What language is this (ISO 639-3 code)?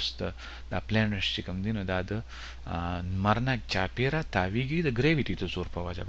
pus